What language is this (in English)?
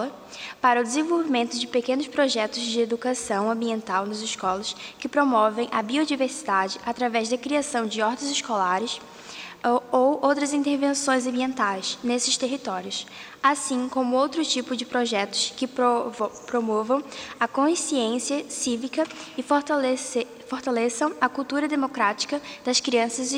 Portuguese